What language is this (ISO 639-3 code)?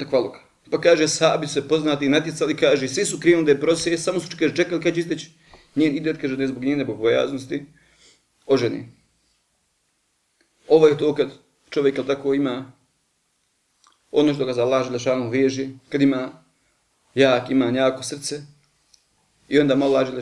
bos